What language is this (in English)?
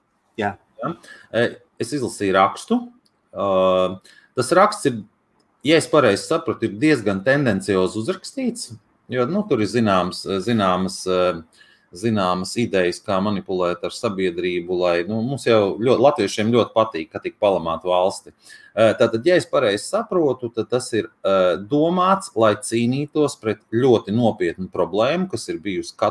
Latvian